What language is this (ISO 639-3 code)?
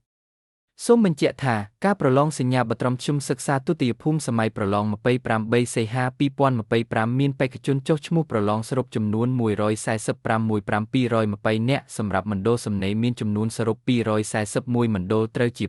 khm